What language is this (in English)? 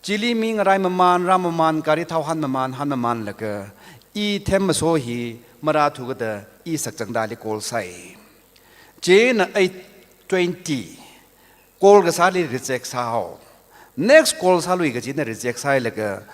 Tangkhul Naga (India)